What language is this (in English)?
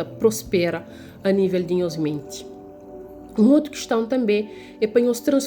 Kabuverdianu